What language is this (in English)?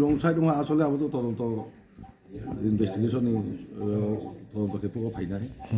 Riang (India)